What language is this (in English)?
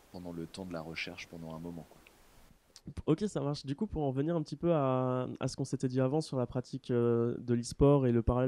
French